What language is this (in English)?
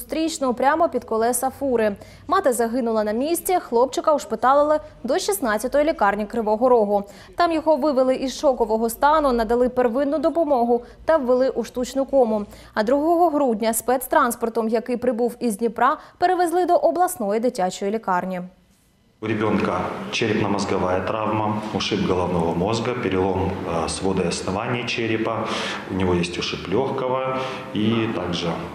Ukrainian